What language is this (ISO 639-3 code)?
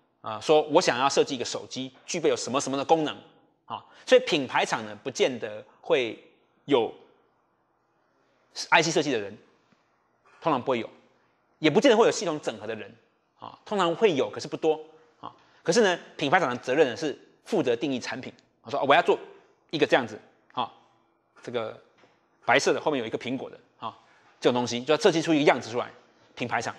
zho